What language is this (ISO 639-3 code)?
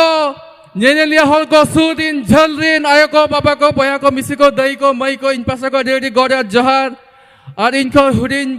sat